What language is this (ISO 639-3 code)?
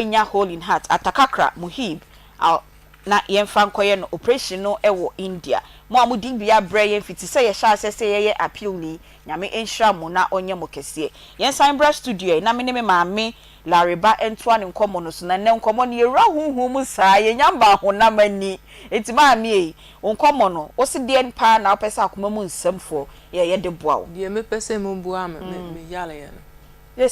aka